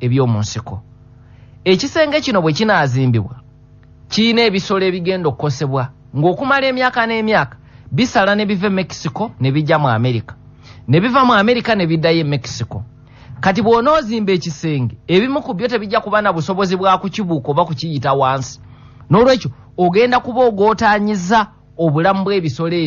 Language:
Ganda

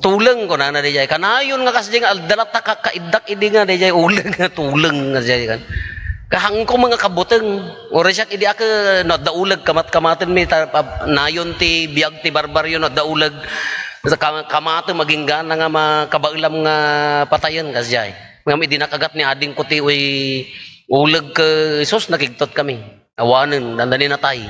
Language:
Iloko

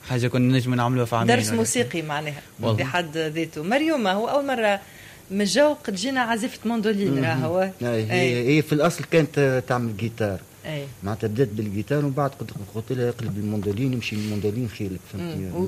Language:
Tunisian Arabic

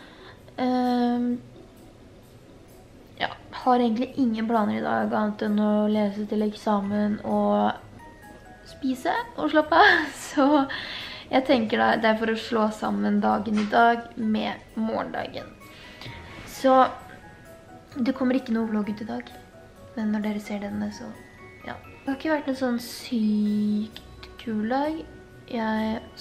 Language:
Norwegian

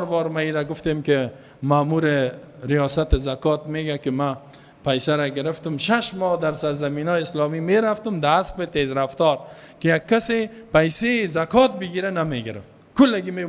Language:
Persian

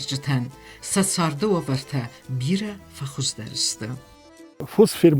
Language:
Ossetic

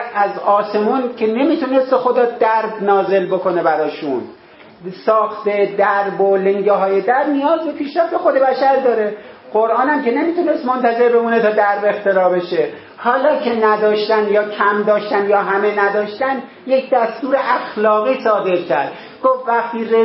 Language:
Persian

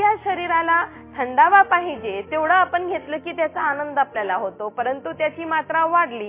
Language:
Marathi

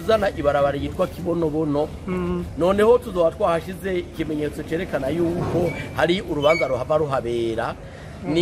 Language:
Rundi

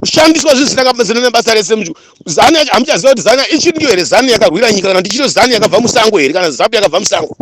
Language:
Shona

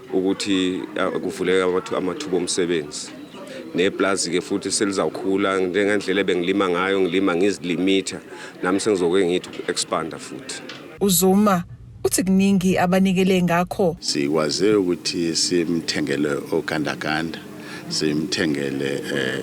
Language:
Zulu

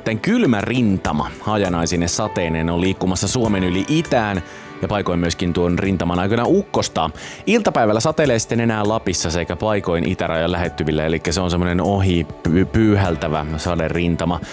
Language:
Finnish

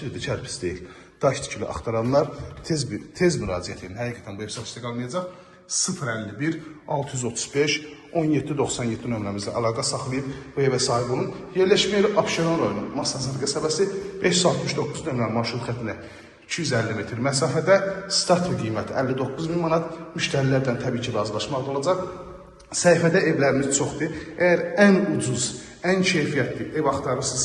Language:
Azerbaijani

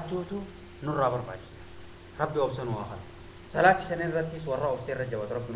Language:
Oromo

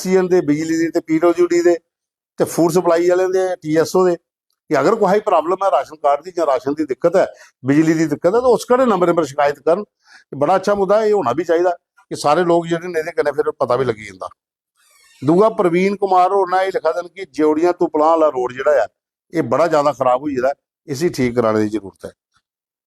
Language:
Dogri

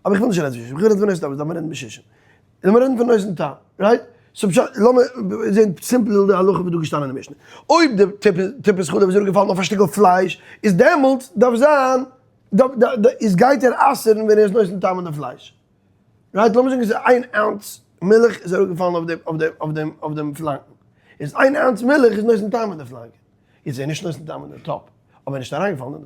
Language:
Yiddish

